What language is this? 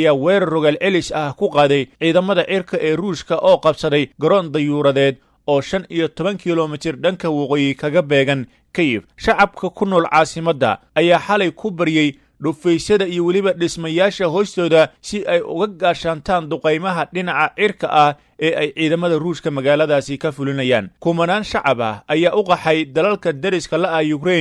Somali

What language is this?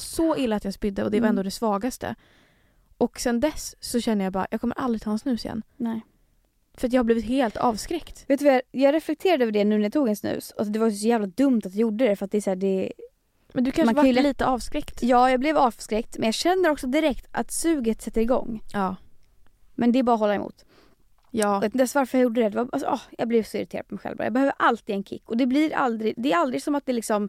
Swedish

